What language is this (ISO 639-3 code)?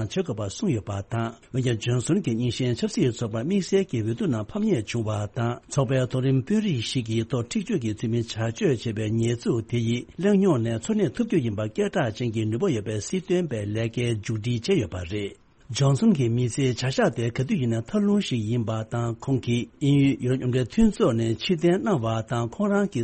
bod